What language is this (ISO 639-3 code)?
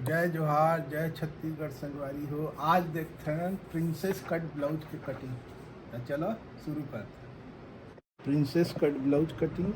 hne